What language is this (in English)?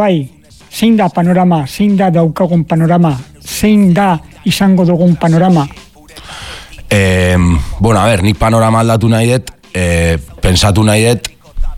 Basque